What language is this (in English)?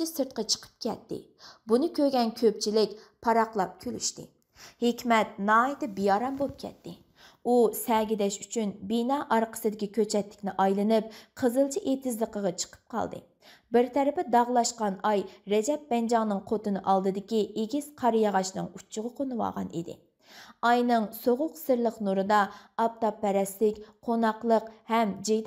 Uyghur